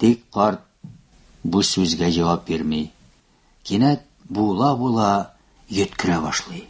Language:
Tatar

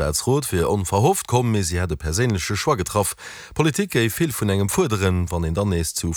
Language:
Luxembourgish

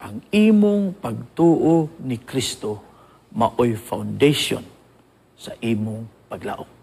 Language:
Cebuano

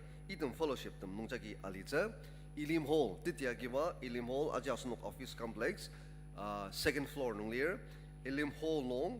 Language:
Ao Naga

